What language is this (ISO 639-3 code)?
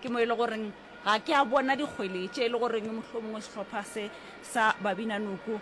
nso